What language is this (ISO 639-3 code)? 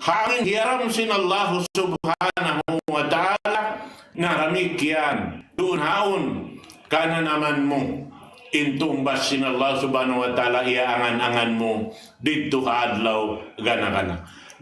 tsg